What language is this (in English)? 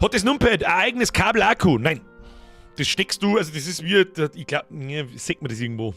Bavarian